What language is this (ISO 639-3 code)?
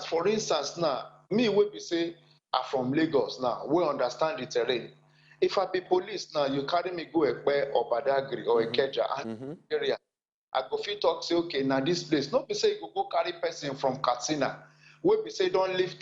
pcm